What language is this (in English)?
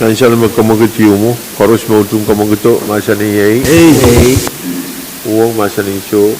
Pohnpeian